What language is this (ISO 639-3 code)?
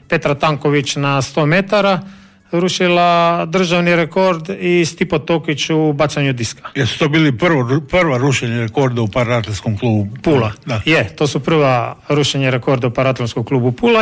hrv